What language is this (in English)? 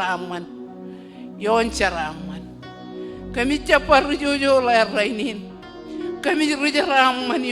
Marshallese